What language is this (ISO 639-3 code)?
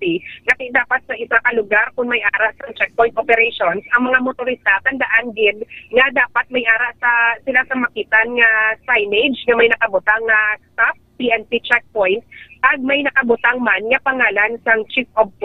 hil